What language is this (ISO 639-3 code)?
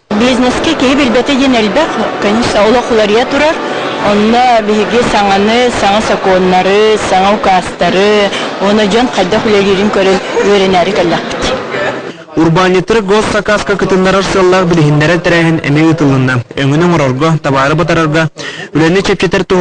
sah